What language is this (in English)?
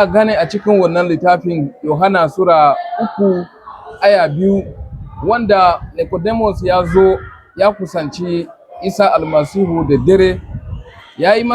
Hausa